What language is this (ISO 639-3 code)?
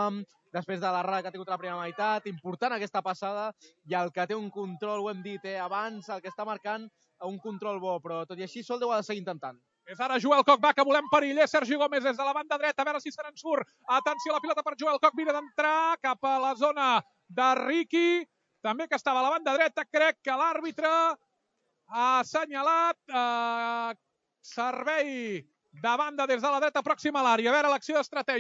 cat